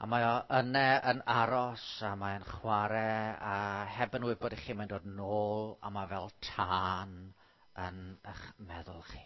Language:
Welsh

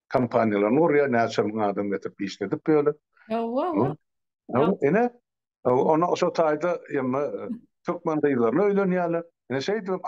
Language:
Turkmen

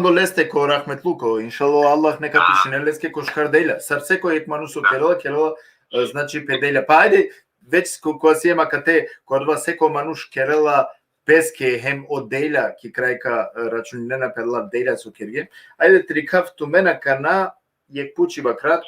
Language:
Balkan Romani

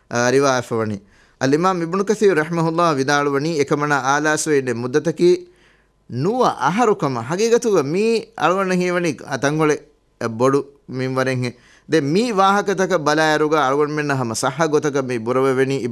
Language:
Divehi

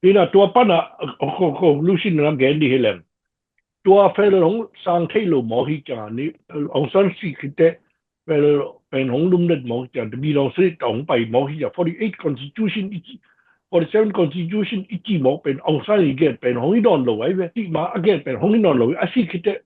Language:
Tedim Chin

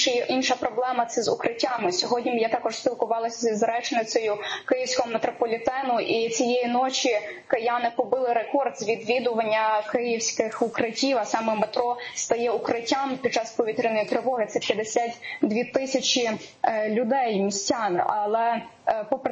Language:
Ukrainian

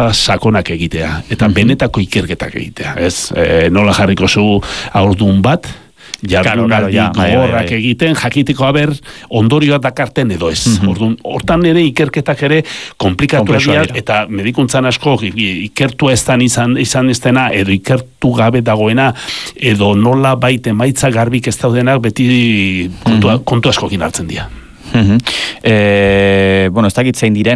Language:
Basque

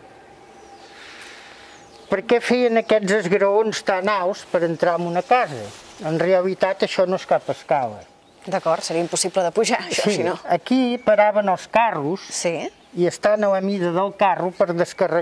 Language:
Catalan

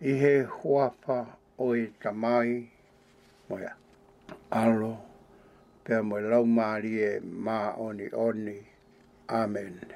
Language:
Tongan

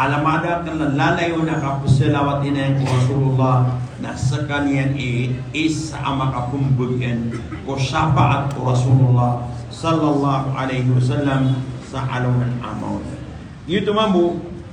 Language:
Maranao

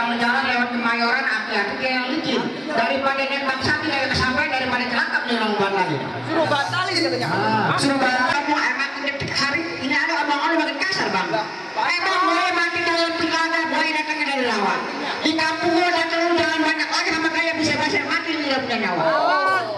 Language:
Betawi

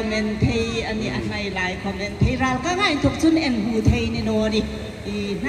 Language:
Hmar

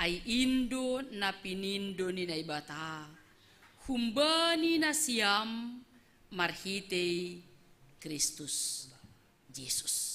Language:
Batak Simalungun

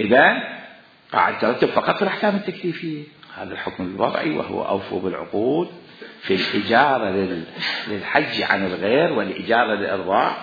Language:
Mesopotamian Arabic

